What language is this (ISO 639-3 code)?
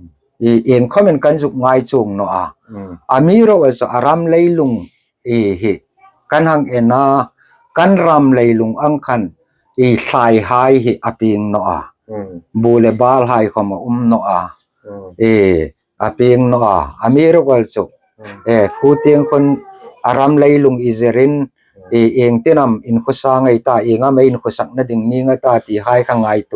hmr